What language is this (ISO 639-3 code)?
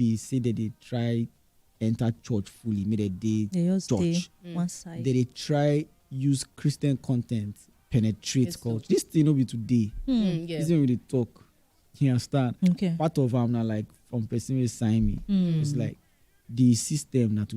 pcm